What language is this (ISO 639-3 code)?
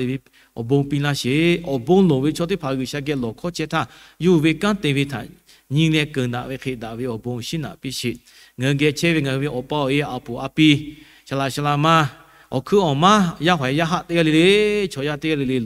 lhu